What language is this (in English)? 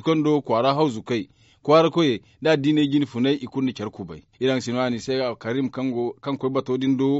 Zarma